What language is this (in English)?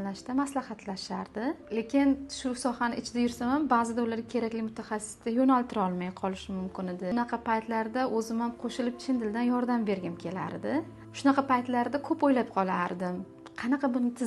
Uzbek